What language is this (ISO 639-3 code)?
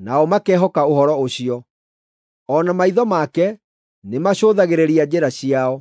kik